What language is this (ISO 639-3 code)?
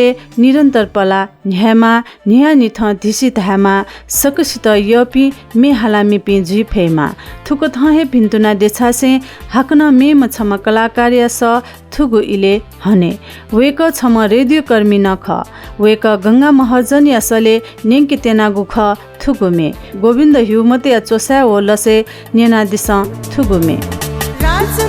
new